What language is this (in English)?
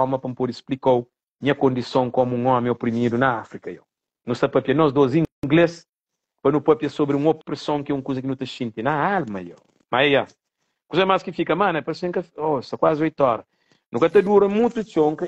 Kabuverdianu